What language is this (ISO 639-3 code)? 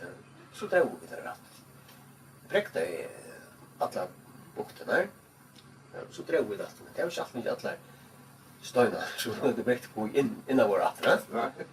fao